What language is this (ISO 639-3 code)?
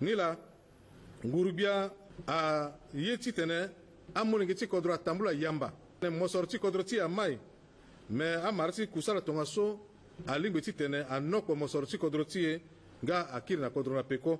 sag